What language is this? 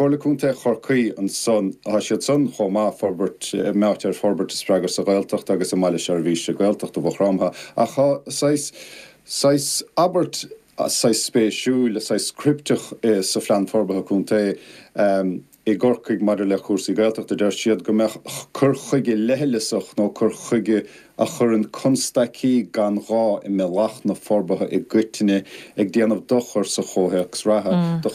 Irish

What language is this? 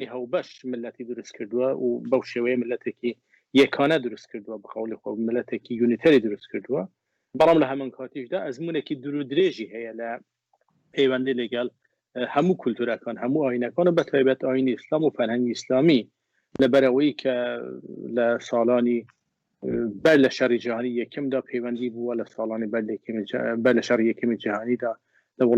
Central Kurdish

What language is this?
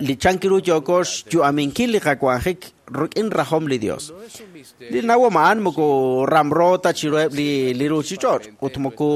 Kekchí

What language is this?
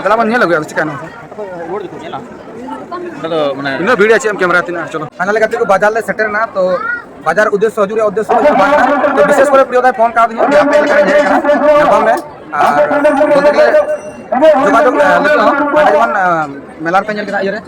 Santali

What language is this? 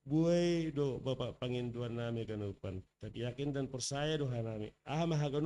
Batak Simalungun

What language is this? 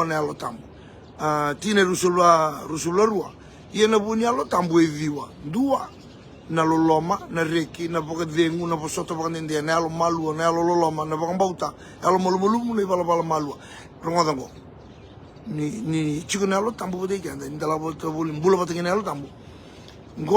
Fijian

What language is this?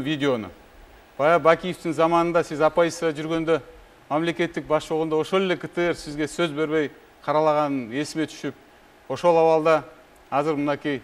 Kyrgyz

